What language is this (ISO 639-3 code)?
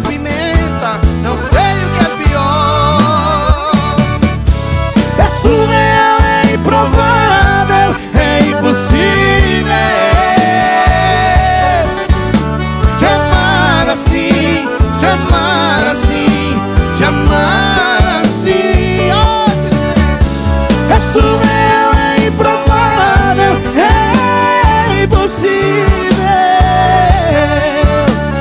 por